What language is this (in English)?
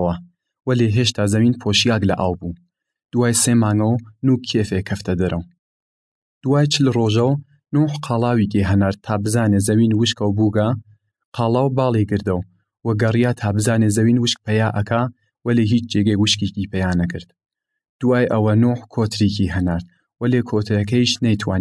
Southern Kurdish